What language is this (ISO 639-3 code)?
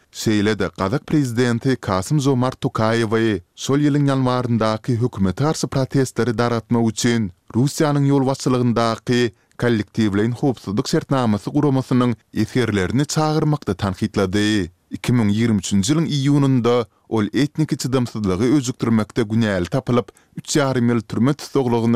tuk